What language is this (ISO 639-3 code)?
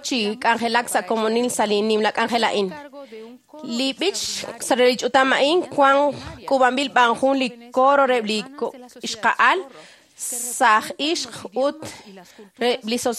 kek